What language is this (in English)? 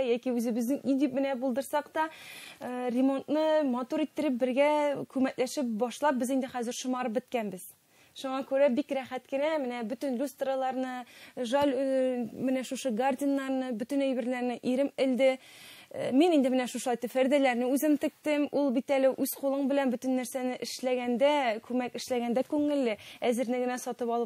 Tatar